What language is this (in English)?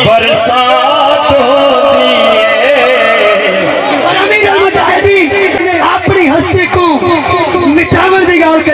Saraiki